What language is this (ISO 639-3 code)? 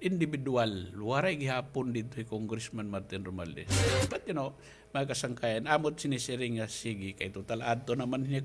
war